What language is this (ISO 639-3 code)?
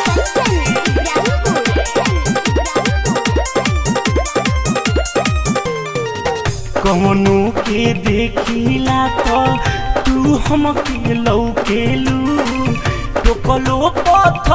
bho